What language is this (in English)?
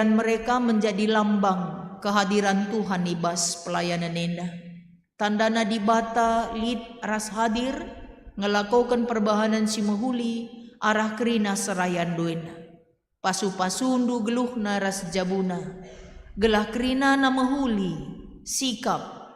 Batak Karo